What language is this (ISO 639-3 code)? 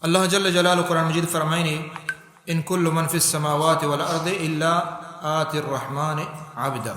bal